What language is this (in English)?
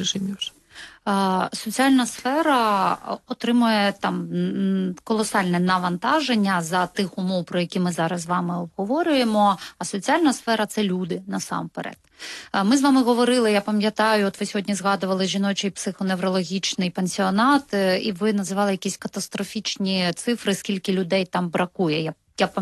Ukrainian